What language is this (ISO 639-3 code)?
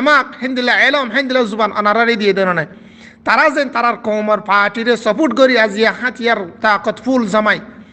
rhg